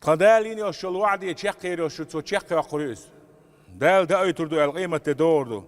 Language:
Chechen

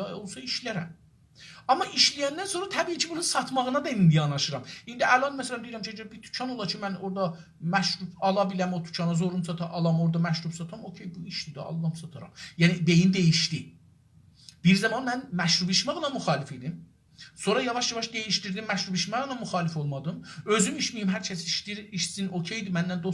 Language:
South Azerbaijani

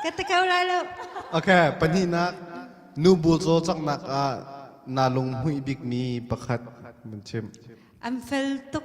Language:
Hakha Chin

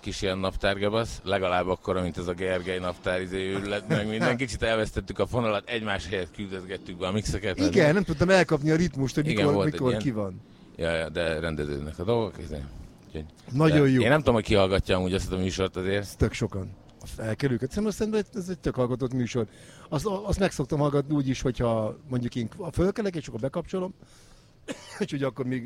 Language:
Hungarian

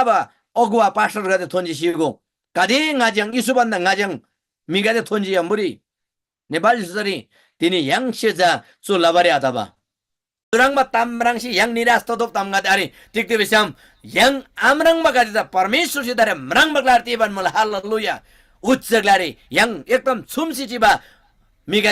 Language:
Eastern Tamang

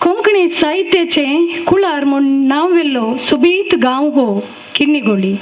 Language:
Konkani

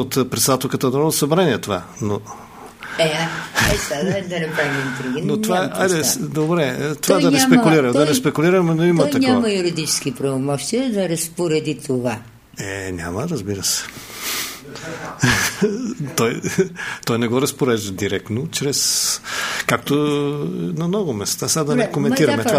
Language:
Bulgarian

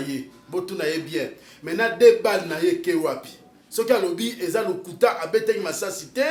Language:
Lingala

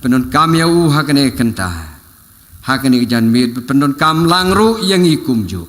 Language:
Khasi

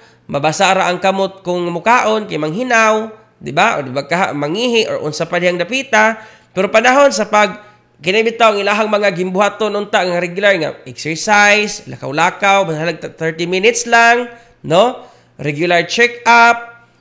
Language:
Cebuano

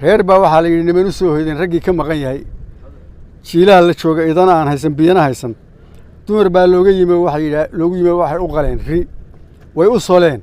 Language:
Somali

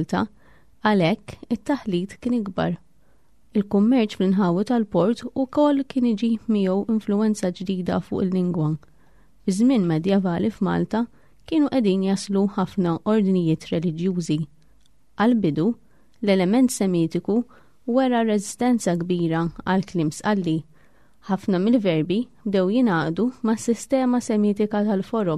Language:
Maltese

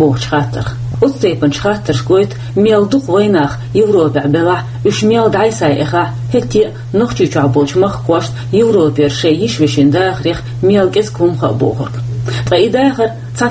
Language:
Chechen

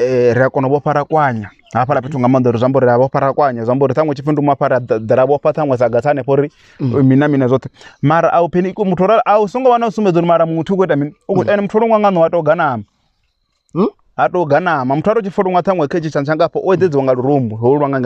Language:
Venda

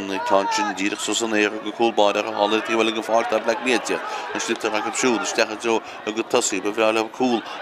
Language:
Irish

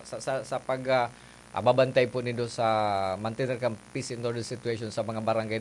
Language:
Bikol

